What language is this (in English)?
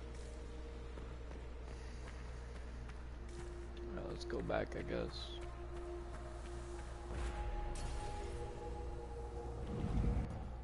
English